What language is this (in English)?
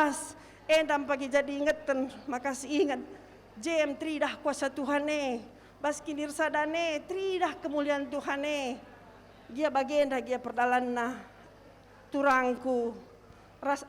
Batak Karo